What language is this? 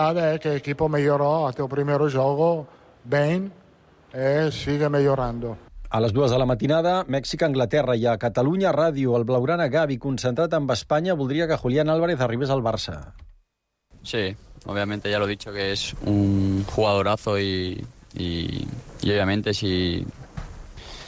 Catalan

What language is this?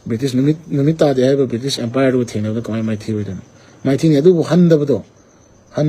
Manipuri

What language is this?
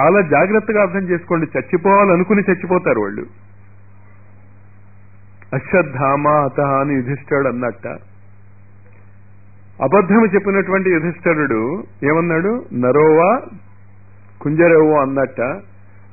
Telugu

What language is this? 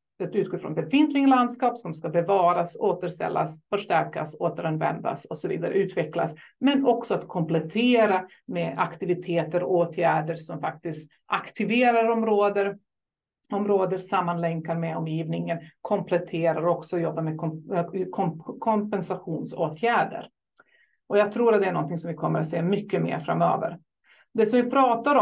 Swedish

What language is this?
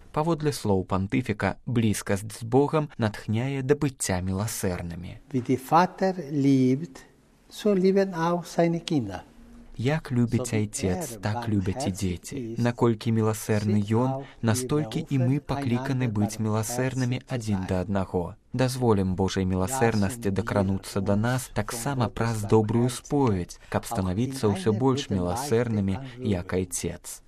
Belarusian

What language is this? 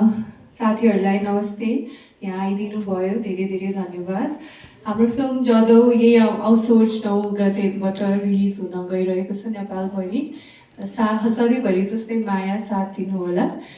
Nepali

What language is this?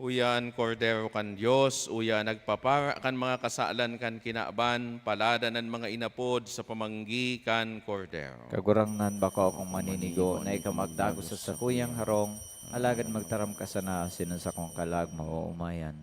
Bikol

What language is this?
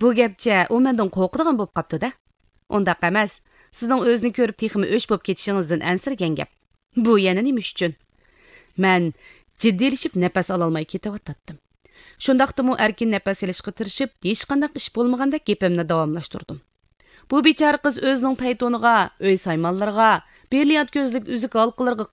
Uyghur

